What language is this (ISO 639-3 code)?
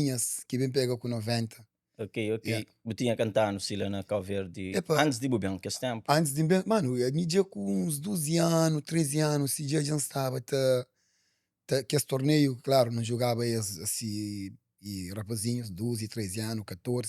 kea